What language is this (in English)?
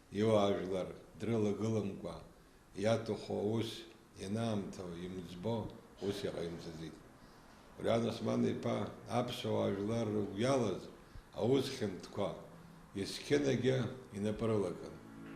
Abkhazian